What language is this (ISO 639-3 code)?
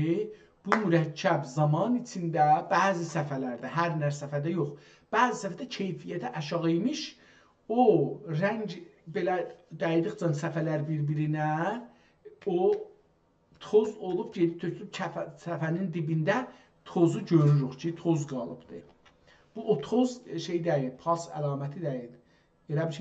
azb